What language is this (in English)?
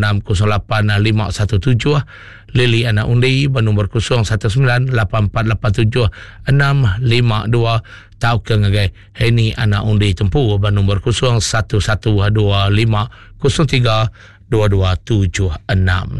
Iban